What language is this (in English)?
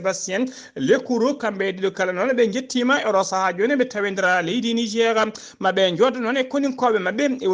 Fula